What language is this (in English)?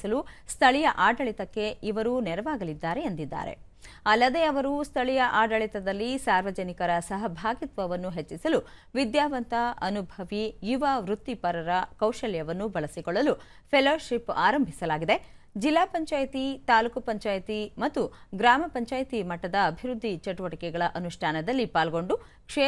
Kannada